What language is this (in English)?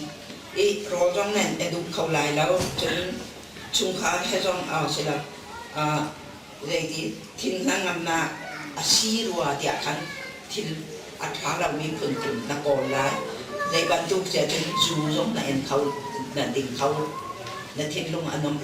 Hakha Chin